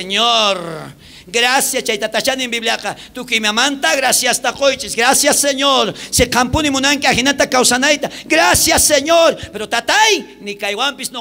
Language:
South Bolivian Quechua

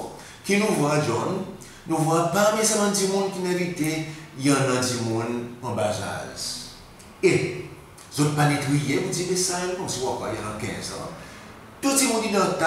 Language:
Seselwa Creole French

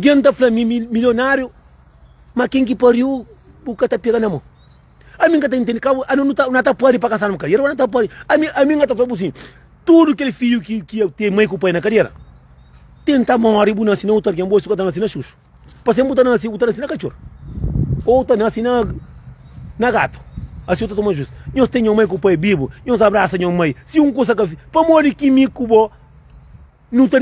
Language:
Kabuverdianu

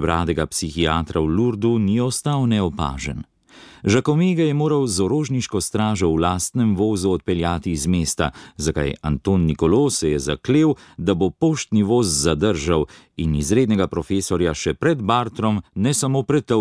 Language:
Slovenian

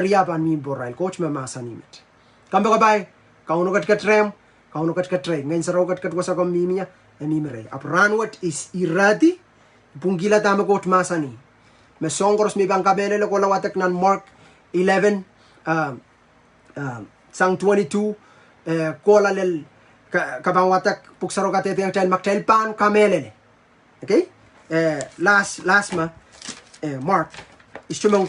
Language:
Pohnpeian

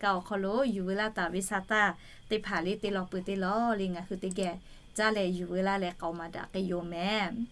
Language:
Lahu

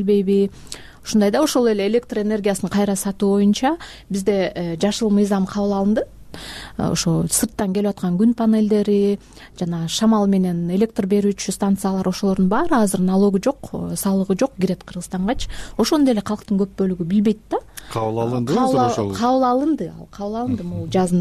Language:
Kyrgyz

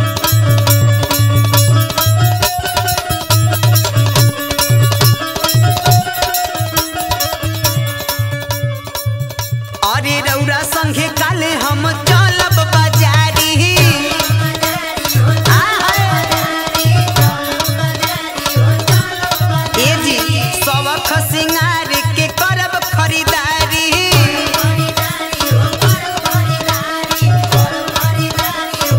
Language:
Bhojpuri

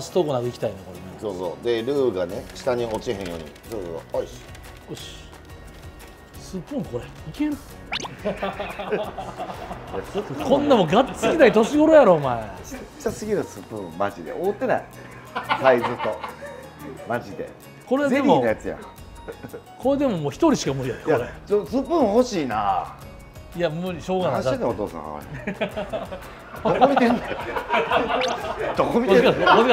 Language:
Japanese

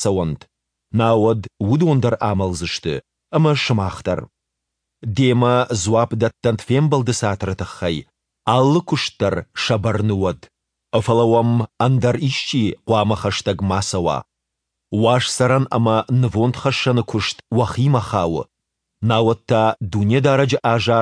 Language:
Ossetic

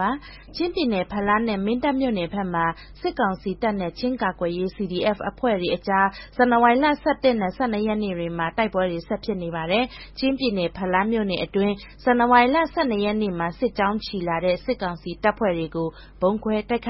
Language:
Burmese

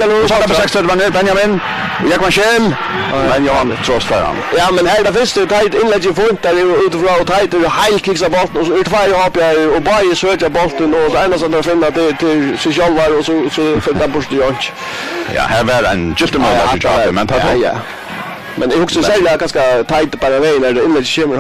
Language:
Faroese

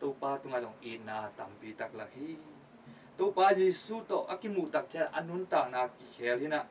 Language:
Tedim Chin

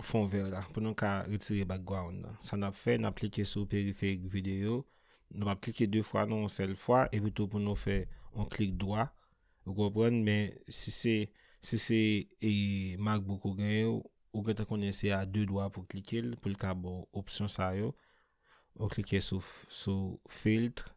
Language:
Haitian Creole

